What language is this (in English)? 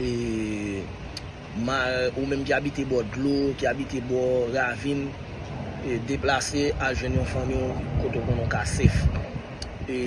Haitian Creole